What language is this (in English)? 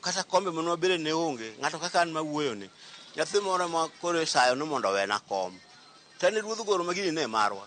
Luo (Kenya and Tanzania)